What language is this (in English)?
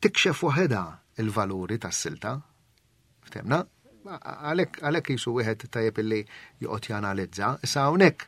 Maltese